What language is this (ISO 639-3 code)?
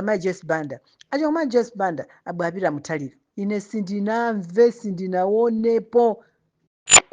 nya